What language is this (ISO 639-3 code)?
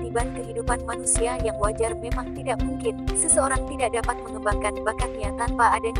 ind